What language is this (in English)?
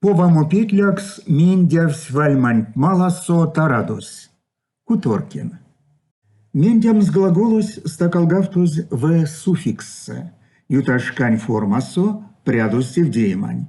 Erzya